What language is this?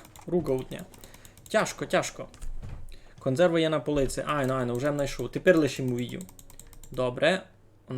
Rusyn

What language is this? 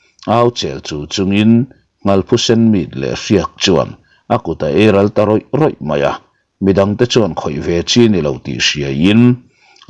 Mizo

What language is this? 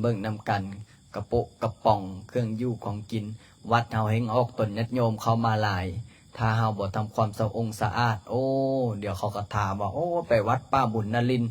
Lao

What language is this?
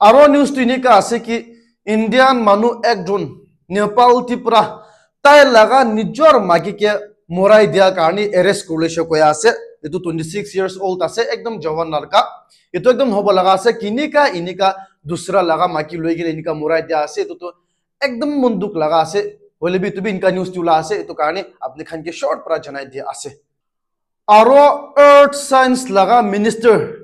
Naga Pidgin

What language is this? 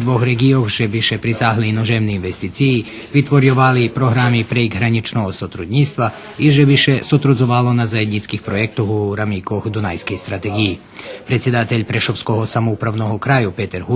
Rusyn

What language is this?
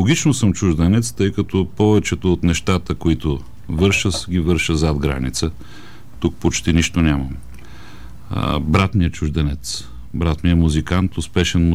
Bulgarian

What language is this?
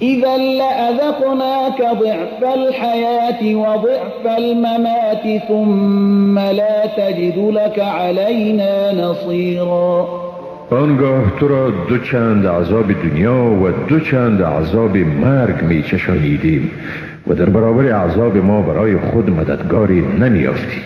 Persian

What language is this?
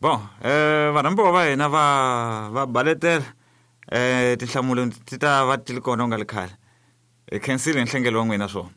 Tsonga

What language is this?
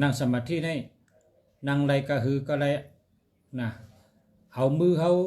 Shan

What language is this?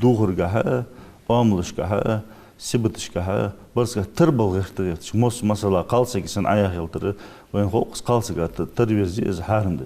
Ingush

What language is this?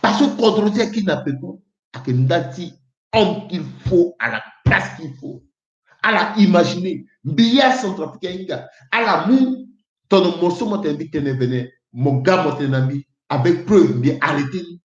Sango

